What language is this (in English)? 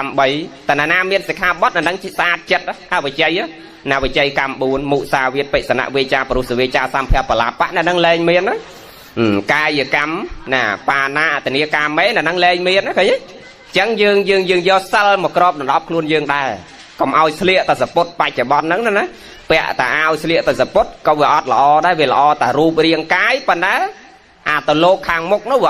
Khmer